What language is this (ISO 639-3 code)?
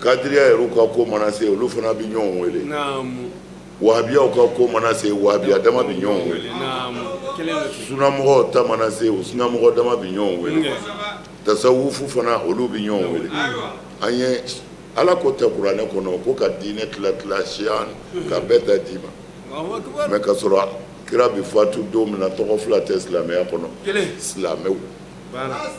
bam